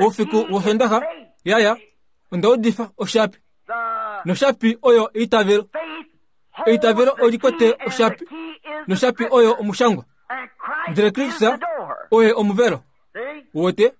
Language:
Kuanyama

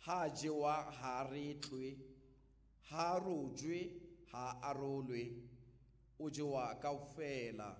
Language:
Southern Sotho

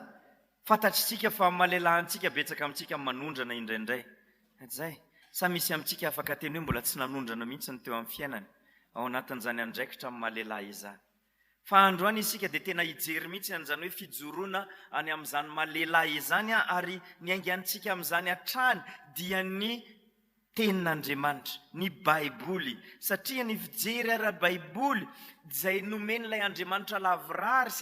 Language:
Malagasy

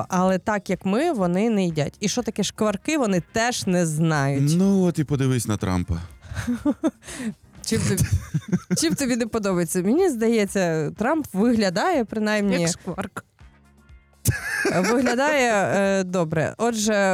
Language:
Ukrainian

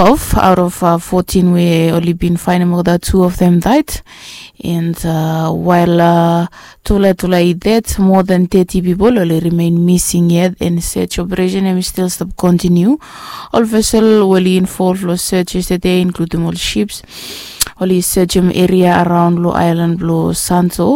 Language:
Bislama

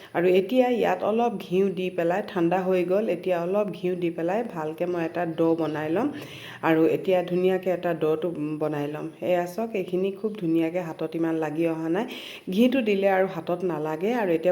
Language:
Assamese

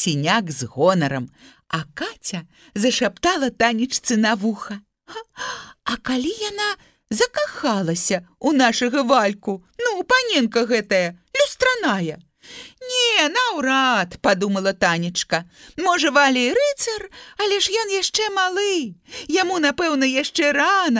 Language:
Belarusian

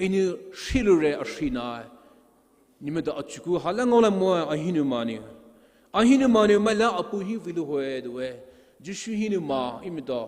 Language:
Poumei Naga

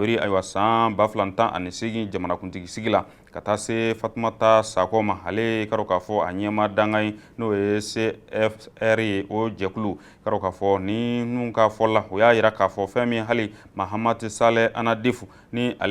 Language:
Bambara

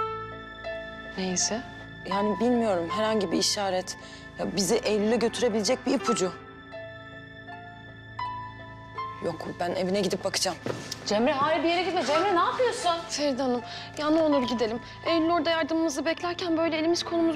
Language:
Turkish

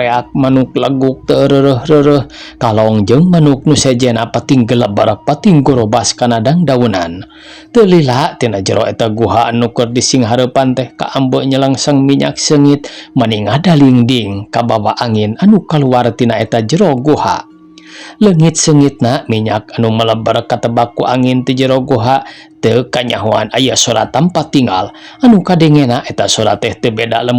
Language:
Sundanese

